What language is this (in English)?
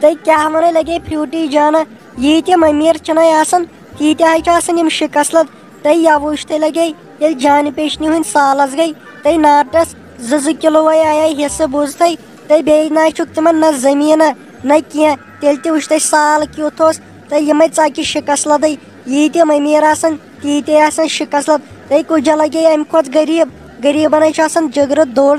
Kashmiri